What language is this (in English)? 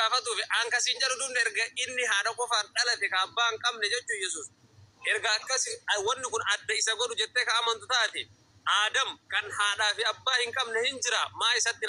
Oromo